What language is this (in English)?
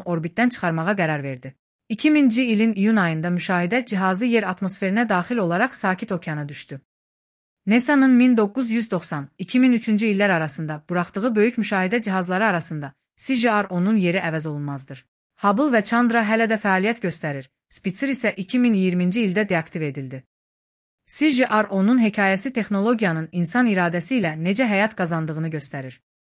Azerbaijani